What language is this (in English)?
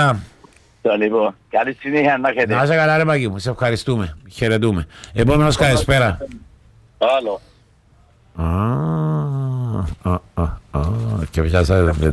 Greek